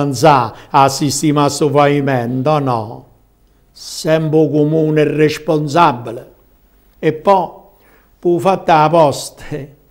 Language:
Italian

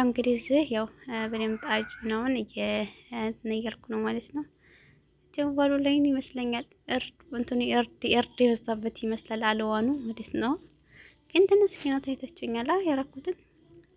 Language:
Amharic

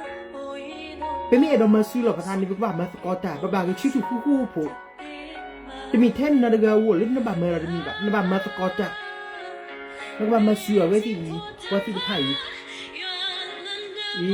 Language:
S'gaw Karen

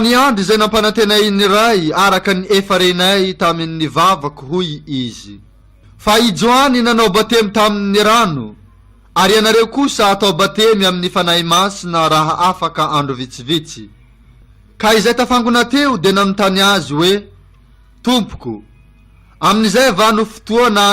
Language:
Malagasy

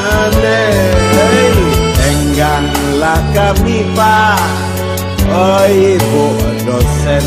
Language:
Minangkabau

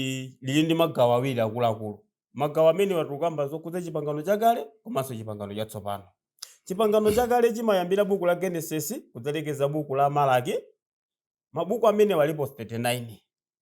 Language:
Nyanja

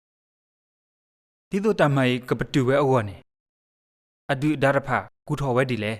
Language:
S'gaw Karen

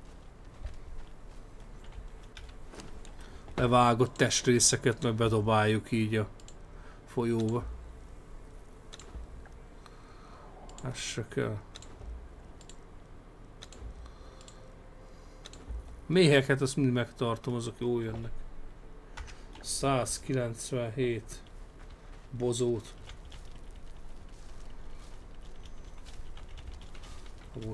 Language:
Hungarian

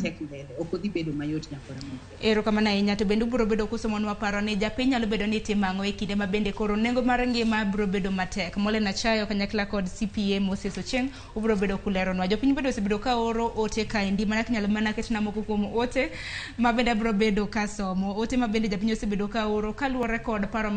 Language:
Luo (Kenya and Tanzania)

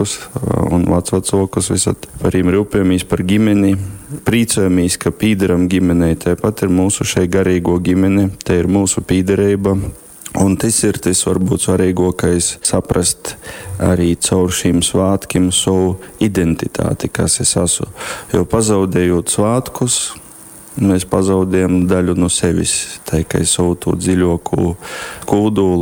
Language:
Latgalian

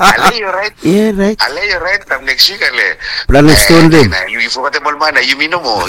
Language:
Bislama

